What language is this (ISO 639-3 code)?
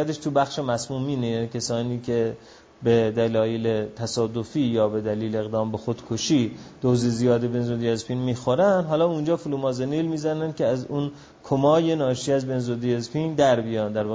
fas